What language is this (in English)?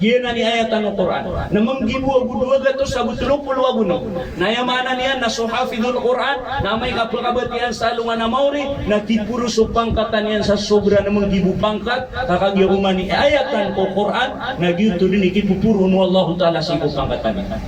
Maranao